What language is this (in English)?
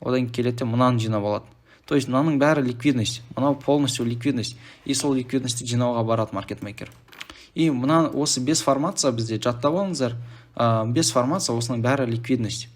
Kazakh